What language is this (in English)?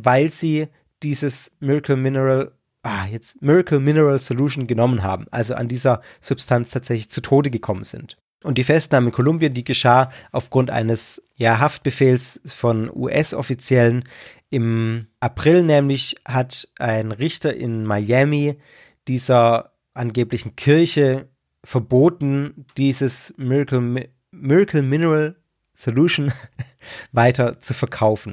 German